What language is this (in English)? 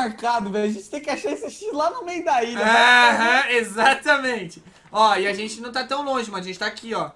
Portuguese